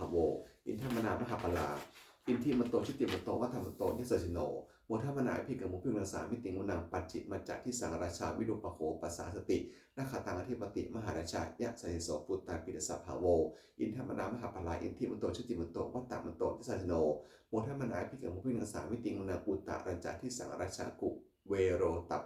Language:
Pali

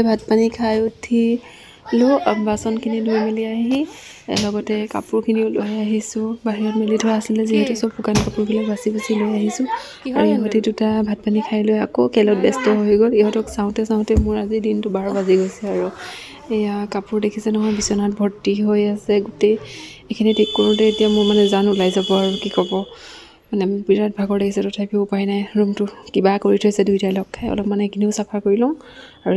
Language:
Assamese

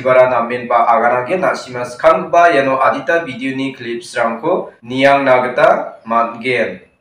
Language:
Garo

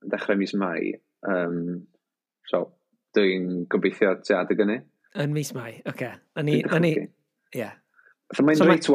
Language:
Welsh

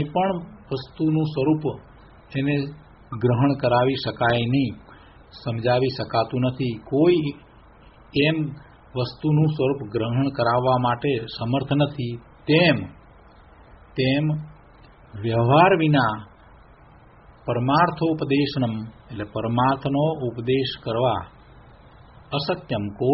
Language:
Gujarati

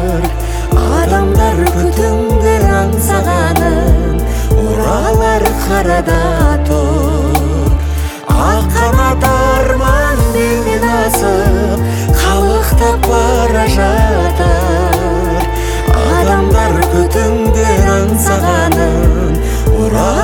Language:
Kazakh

